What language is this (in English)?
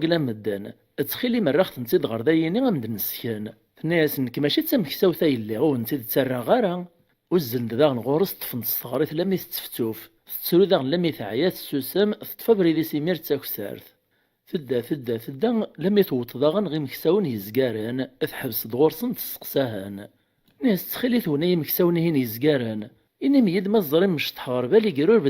Kabyle